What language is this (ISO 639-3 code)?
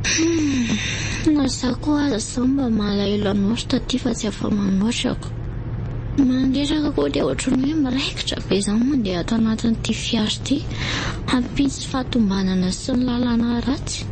mlg